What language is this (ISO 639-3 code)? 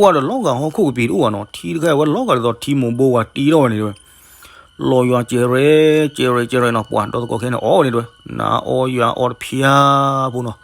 ksw